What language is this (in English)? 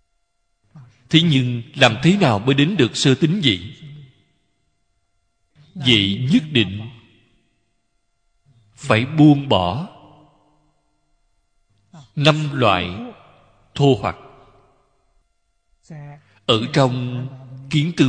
Vietnamese